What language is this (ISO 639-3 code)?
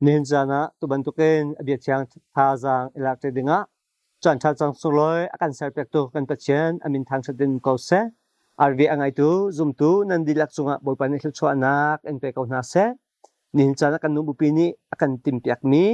cnh